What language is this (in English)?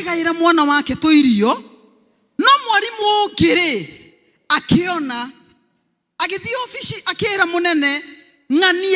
Kikuyu